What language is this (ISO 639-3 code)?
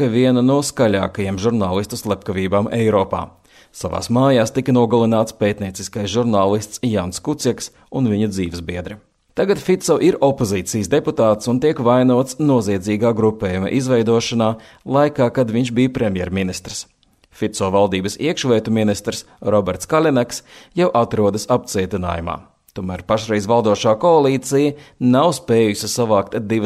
lav